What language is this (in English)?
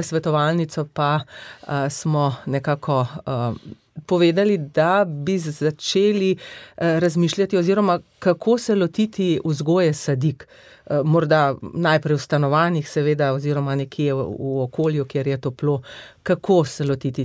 Slovenian